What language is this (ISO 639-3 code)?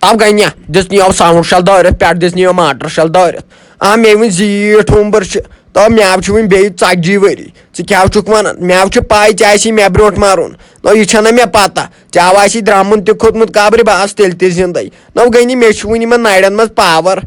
kas